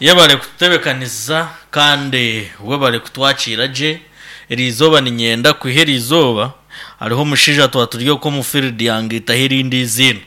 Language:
Nyankole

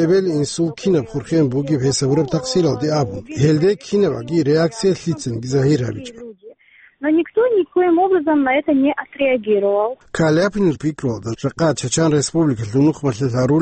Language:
Avaric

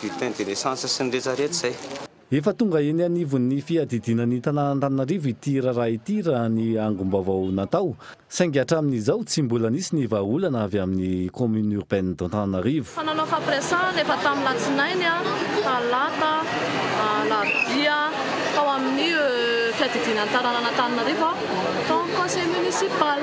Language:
Malagasy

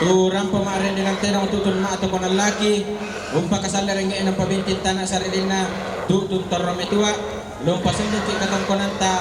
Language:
Toraja-Sa'dan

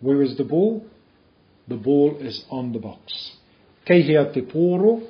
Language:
Māori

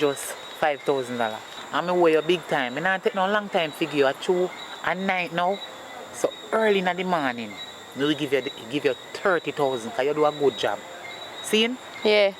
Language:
Jamaican Creole English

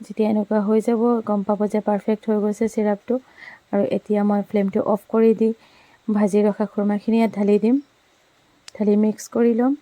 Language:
Assamese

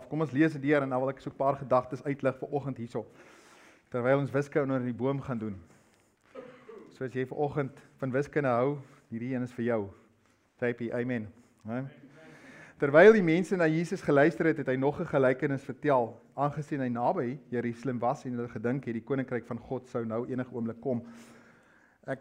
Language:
Afrikaans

